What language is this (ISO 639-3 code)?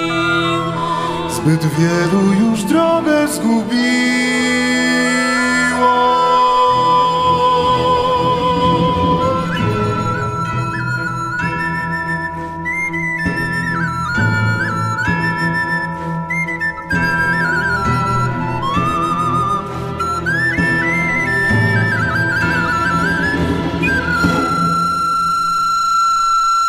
pol